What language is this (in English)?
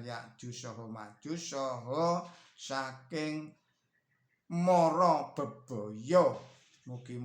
Javanese